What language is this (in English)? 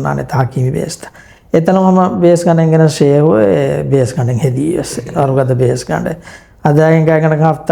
Divehi